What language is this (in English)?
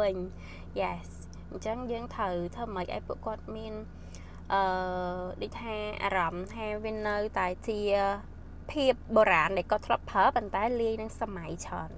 Khmer